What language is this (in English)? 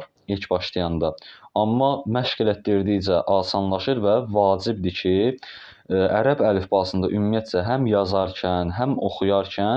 Azerbaijani